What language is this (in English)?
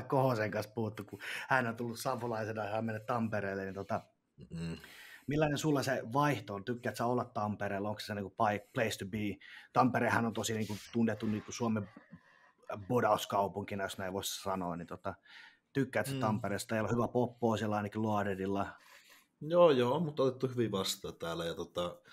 Finnish